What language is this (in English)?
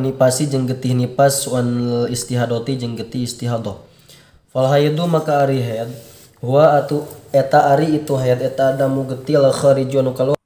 Sundanese